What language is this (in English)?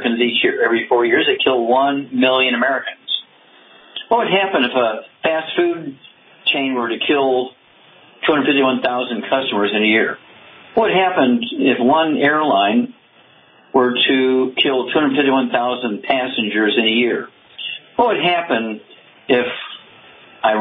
English